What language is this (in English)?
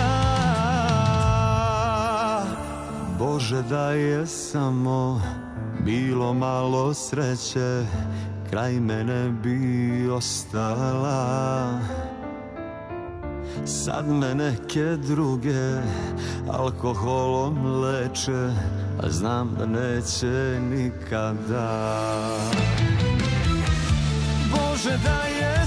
Serbian